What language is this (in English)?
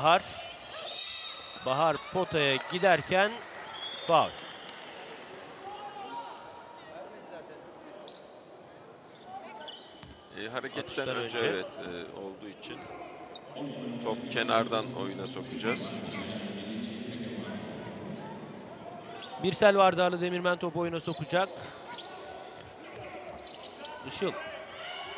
Turkish